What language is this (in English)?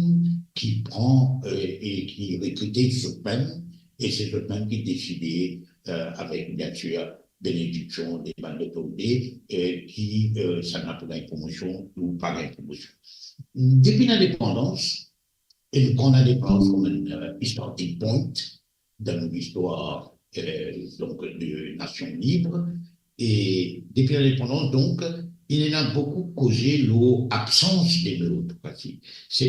Morisyen